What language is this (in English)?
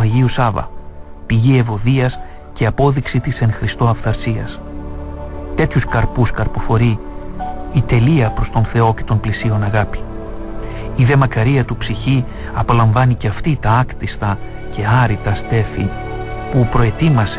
Greek